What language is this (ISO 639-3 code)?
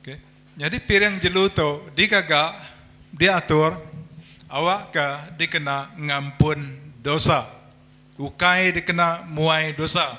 iba